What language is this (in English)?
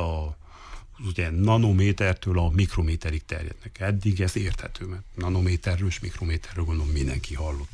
Hungarian